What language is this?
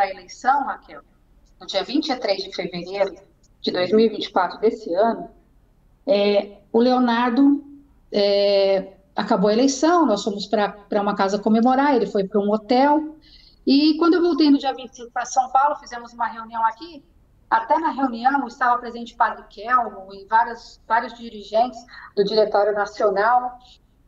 Portuguese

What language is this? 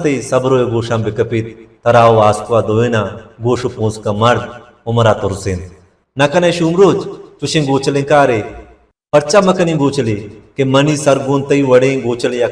Baluchi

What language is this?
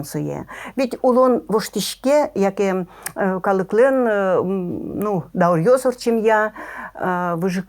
Udmurt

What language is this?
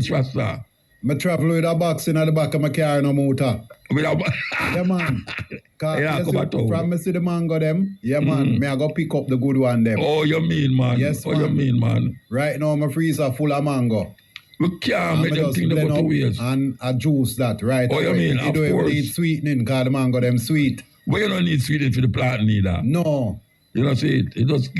Jamaican Creole English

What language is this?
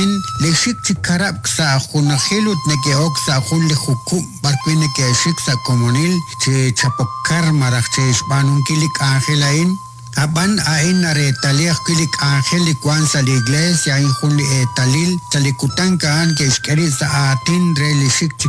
Kekchí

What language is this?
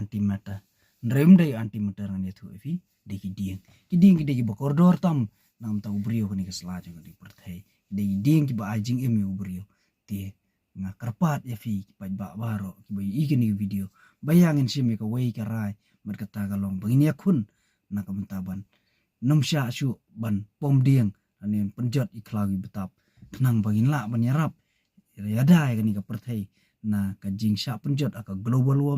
Khasi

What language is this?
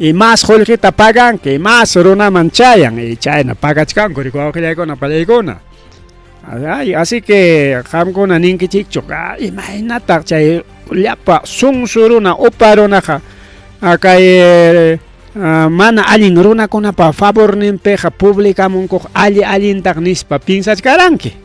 Ayacucho Quechua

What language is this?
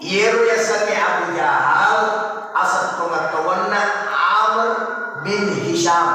Buginese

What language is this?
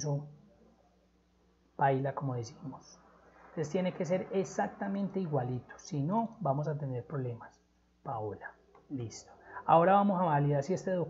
Spanish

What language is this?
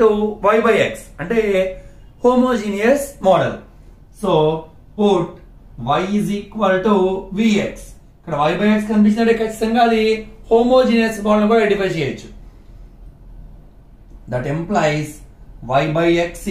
Telugu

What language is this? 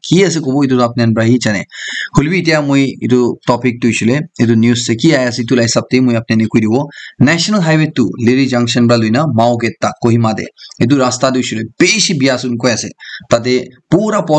Naga Pidgin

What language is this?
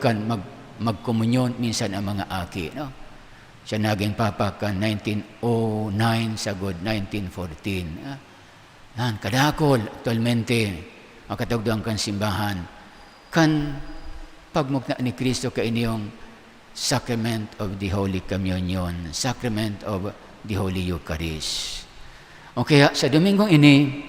Bikol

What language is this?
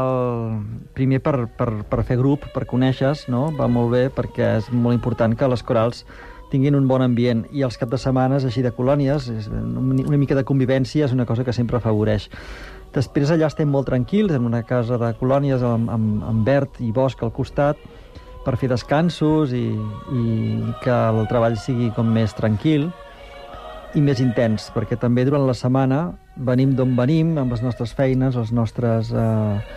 Catalan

